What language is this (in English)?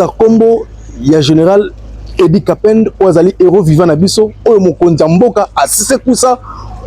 Lingala